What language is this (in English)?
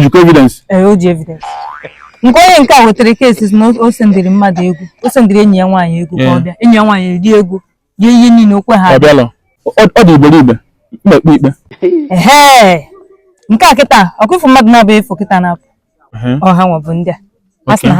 Igbo